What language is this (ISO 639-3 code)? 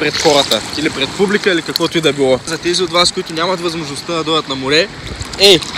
bul